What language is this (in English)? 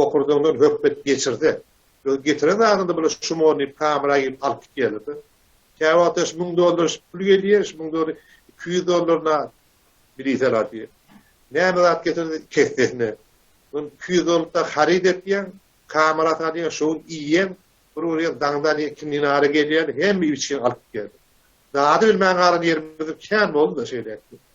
Turkmen